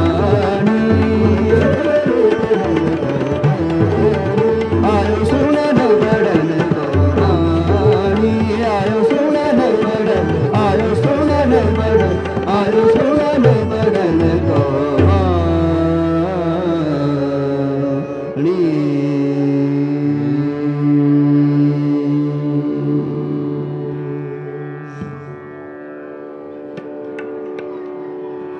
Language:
Hindi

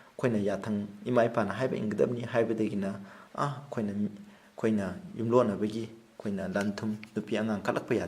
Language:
Manipuri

